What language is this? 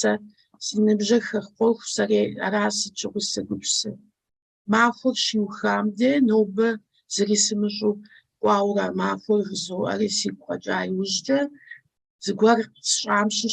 Kabardian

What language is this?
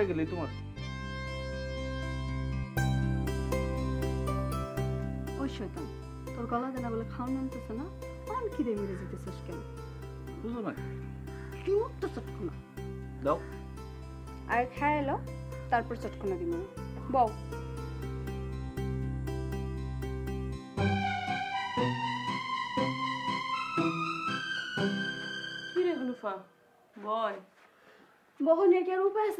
Bangla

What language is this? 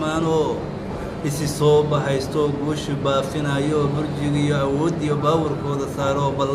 Somali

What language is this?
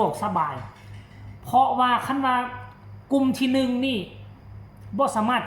Northeastern Thai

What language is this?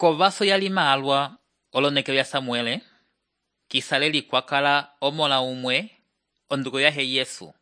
Umbundu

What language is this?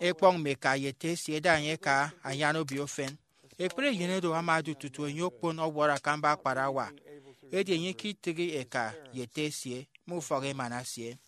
Efik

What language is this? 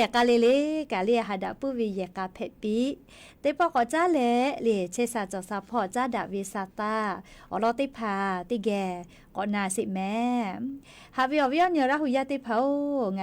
Lahu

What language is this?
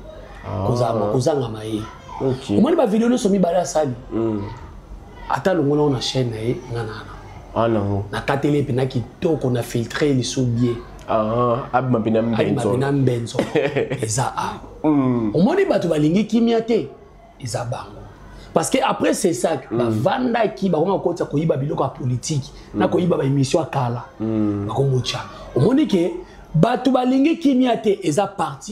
Lingala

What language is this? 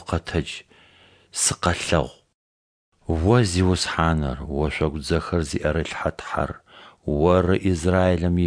Adyghe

